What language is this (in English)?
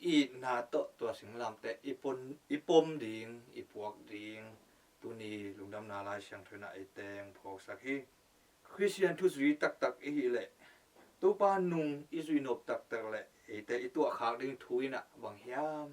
Tedim Chin